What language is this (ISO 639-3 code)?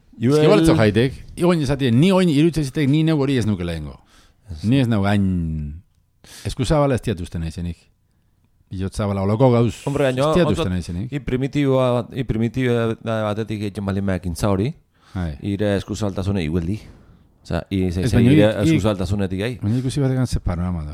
eus